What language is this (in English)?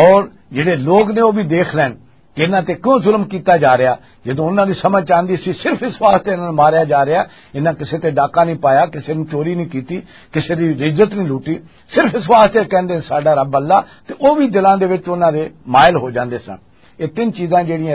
Western Panjabi